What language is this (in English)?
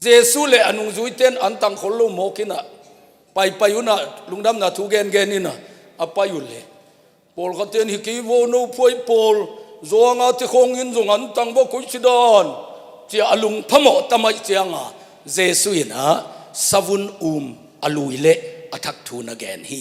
Tedim Chin